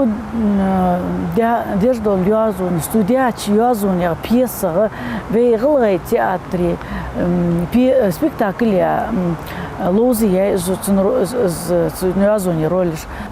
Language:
Ingush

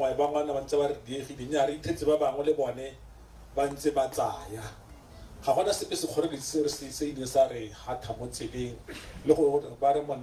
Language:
Tswana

